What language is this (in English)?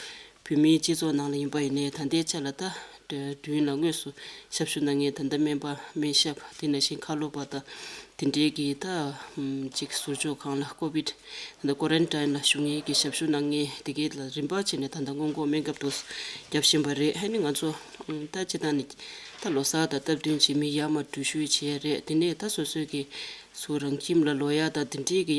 Tibetan